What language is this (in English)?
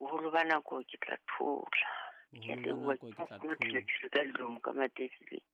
Southern Sotho